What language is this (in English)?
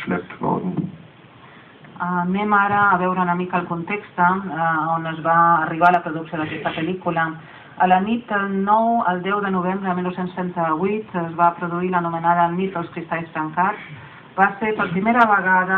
Catalan